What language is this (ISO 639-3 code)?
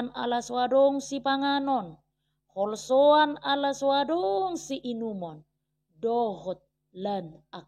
bbc